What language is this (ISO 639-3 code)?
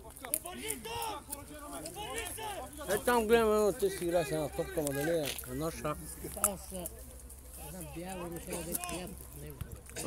bul